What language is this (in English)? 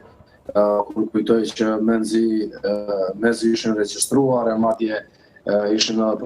Albanian